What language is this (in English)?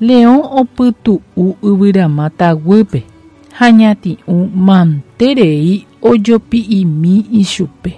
Guarani